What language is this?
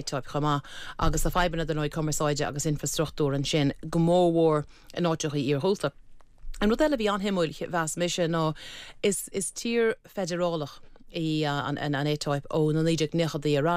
Irish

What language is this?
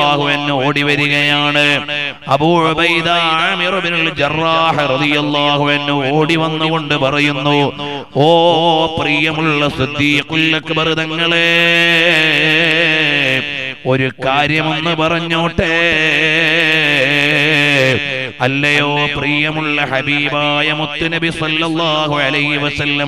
Malayalam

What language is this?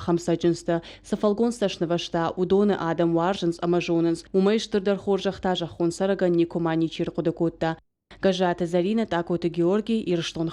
Ossetic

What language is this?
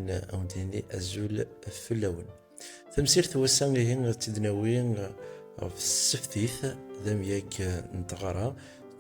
Kabyle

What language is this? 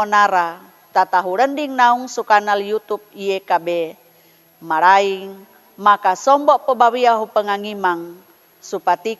Sangir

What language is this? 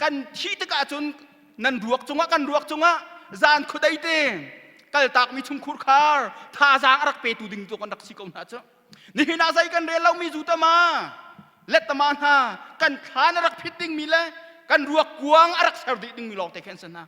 Hakha Chin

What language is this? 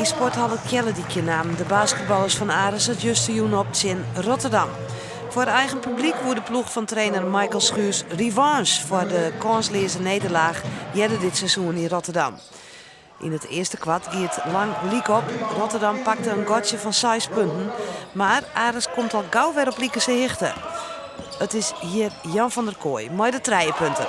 Western Frisian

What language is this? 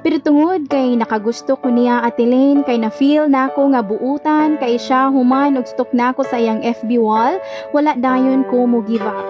Cebuano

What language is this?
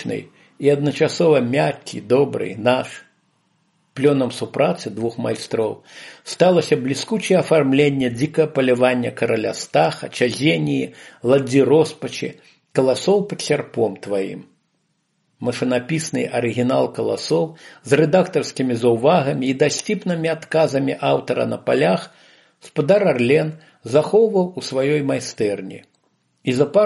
Belarusian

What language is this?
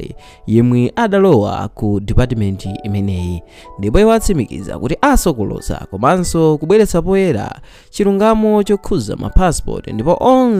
Nyanja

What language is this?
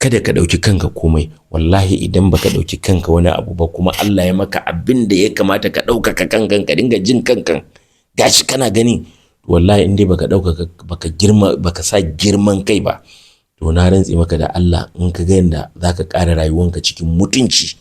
Hausa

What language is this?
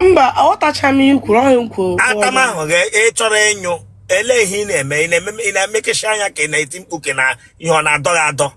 Igbo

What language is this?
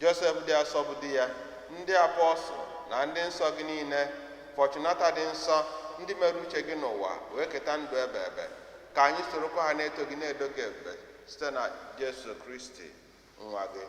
Igbo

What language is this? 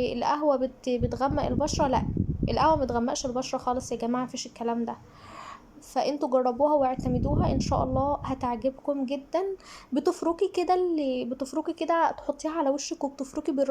Egyptian Arabic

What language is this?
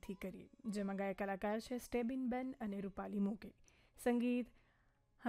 Gujarati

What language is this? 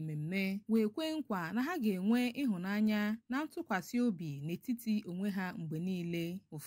Igbo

